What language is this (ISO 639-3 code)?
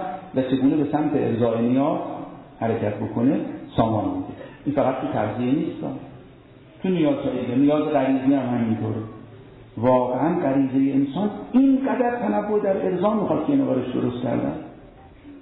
fas